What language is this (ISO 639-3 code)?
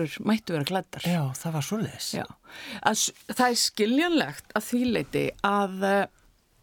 isl